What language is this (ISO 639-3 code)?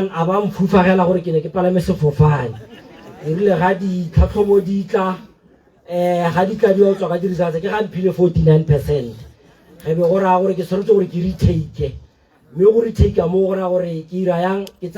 tsn